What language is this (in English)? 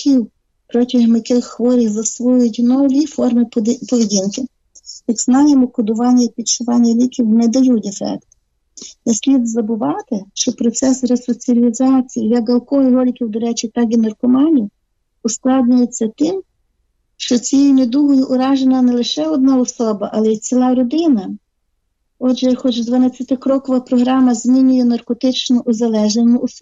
Ukrainian